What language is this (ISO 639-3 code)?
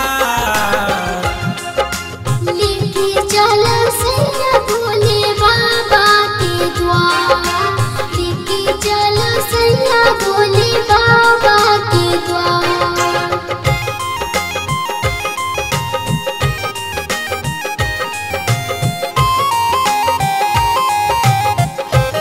bho